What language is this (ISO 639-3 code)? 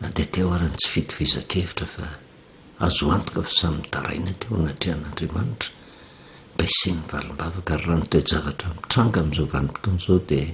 mlg